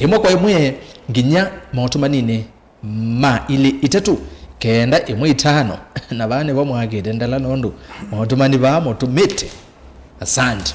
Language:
Kamba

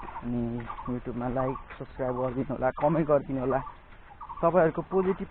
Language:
Nepali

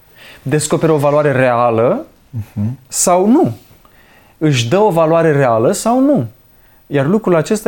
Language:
Romanian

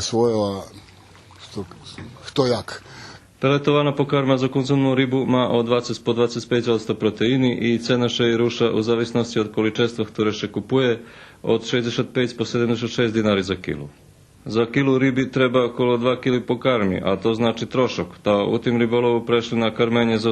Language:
Rusyn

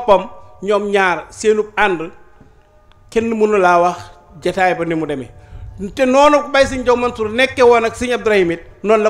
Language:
Wolof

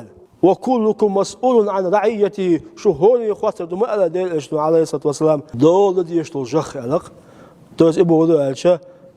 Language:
Chechen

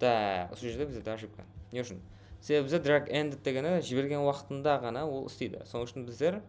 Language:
Kara-Kalpak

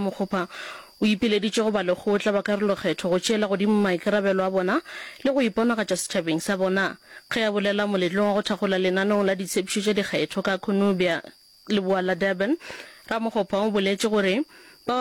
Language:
Northern Sotho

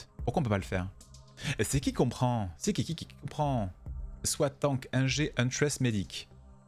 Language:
French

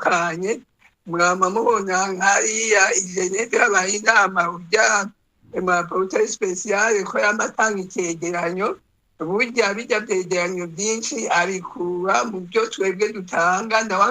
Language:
Rundi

